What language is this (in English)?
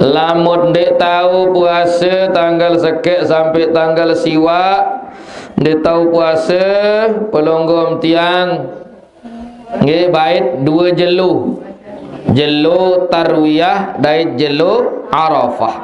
Sasak